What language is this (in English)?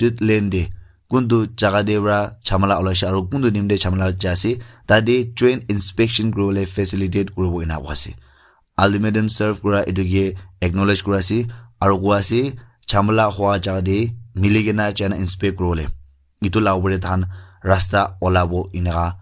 Naga Pidgin